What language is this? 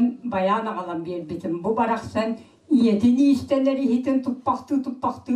Yakut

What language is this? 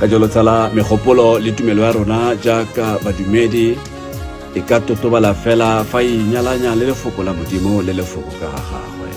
Tswana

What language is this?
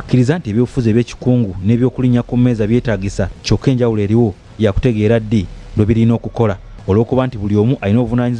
Ganda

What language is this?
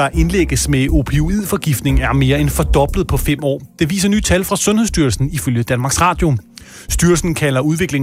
Danish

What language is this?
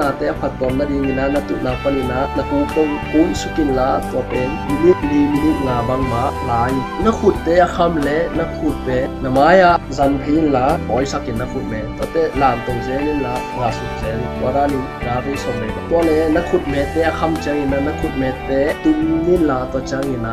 Tedim Chin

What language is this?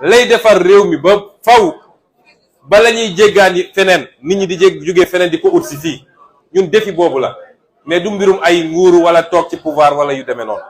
Wolof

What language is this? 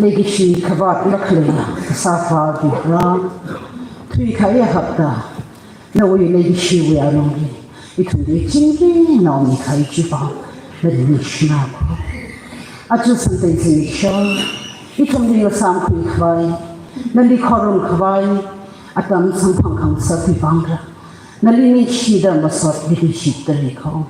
Tangkhul Naga (India)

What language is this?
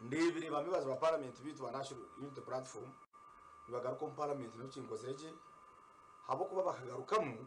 Nyankole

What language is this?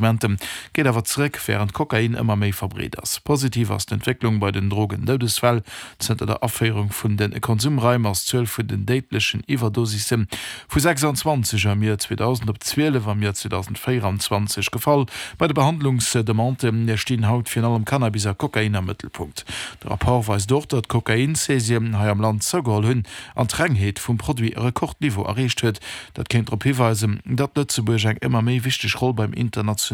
Luxembourgish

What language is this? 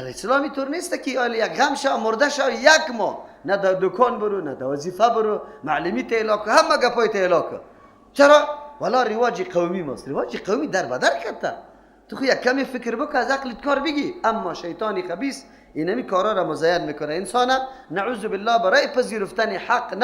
Persian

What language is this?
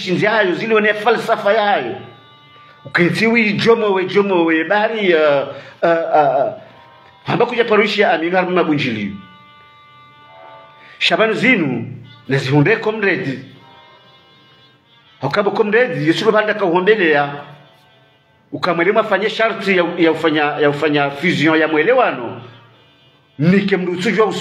Swahili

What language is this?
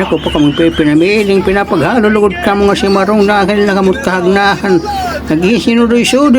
Waray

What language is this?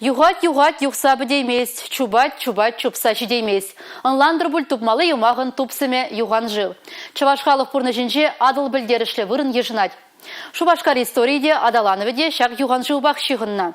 Chuvash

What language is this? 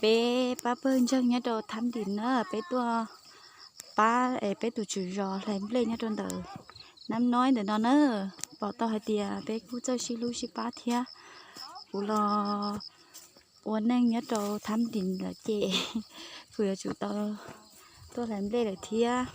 Hmong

